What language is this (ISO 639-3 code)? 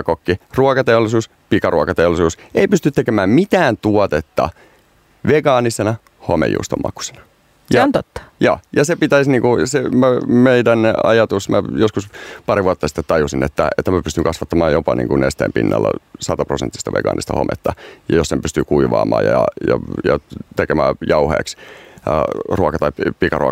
fin